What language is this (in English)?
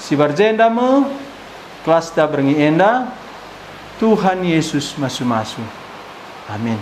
Batak Karo